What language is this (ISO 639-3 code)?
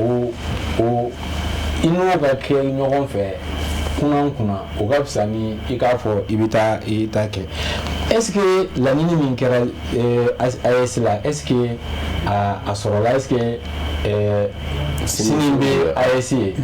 bam